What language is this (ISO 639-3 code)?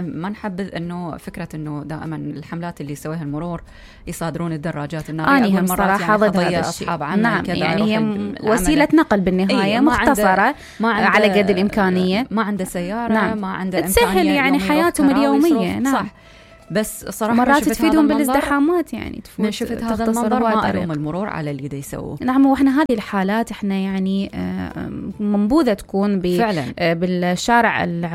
acm